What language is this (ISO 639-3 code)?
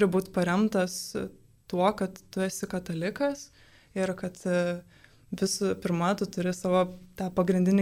lit